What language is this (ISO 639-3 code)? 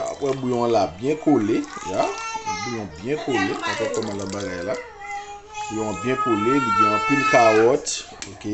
hat